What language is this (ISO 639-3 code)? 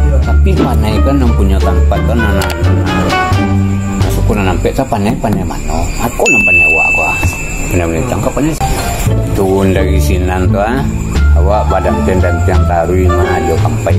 min